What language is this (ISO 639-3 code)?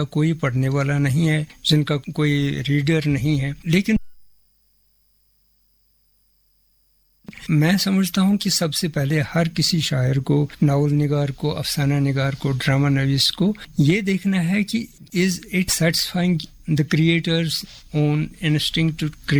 urd